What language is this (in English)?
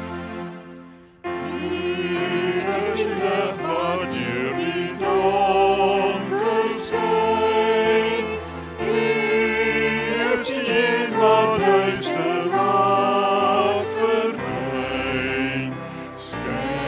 Afrikaans